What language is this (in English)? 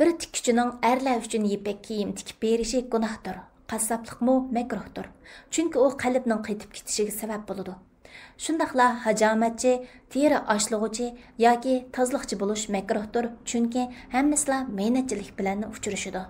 Uyghur